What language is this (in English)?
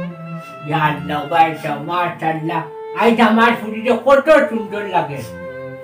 Sylheti